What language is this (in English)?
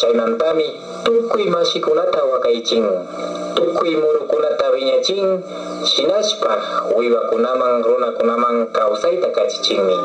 Imbabura Highland Quichua